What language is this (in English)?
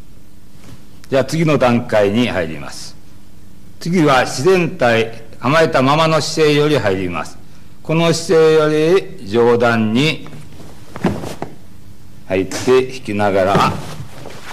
Japanese